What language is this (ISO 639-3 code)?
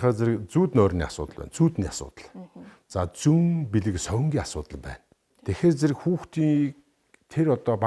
mon